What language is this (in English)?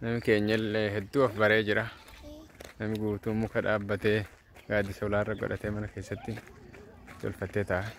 Oromo